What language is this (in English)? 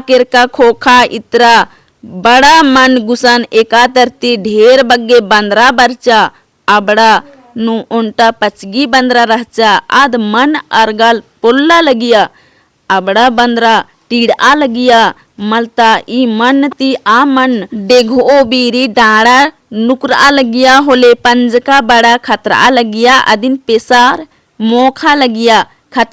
Kurukh